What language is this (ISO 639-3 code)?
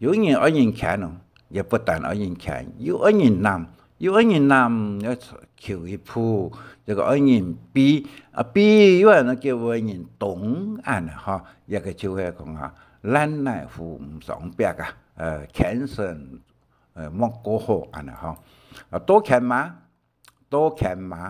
hak